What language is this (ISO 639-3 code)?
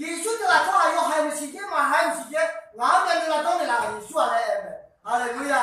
ahk